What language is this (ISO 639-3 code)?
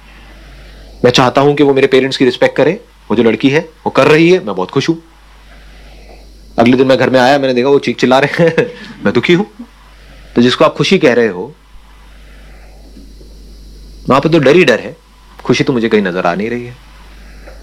hin